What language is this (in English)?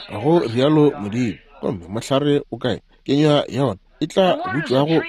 Northern Sotho